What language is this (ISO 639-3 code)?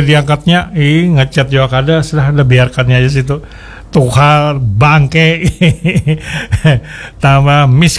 bjn